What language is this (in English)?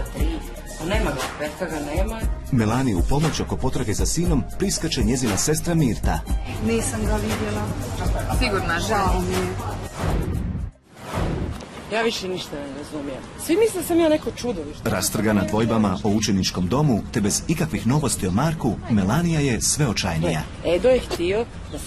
Croatian